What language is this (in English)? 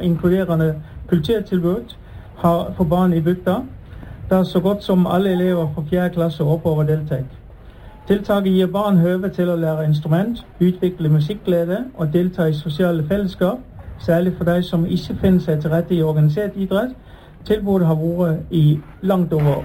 Norwegian